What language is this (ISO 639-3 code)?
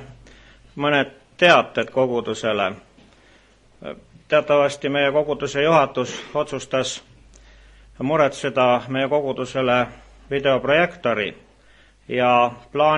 est